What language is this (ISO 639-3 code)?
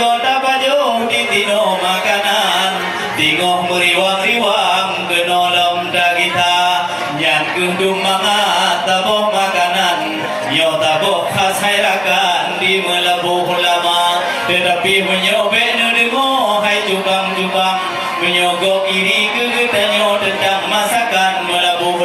ace